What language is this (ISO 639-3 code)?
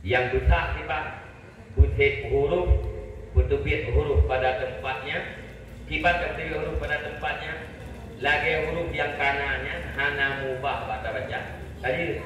ace